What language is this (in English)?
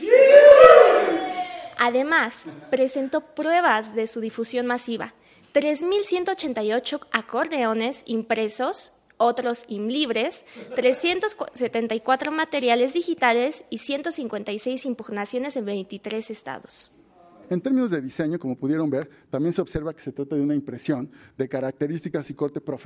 Spanish